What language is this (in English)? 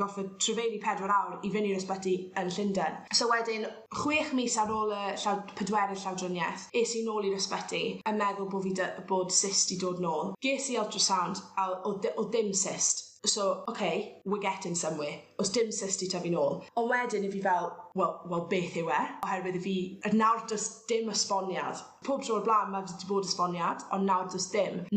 Welsh